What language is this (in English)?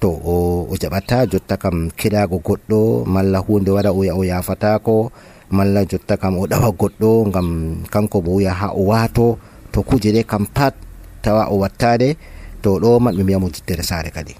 Nigerian Fulfulde